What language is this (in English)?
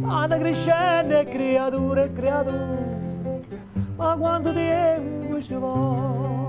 Neapolitan